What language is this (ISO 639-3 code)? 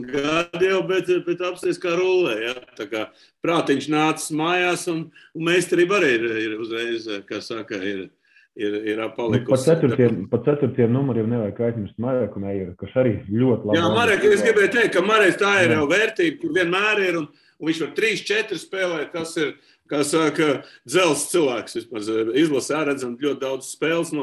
lav